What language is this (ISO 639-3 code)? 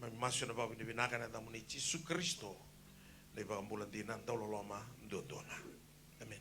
fij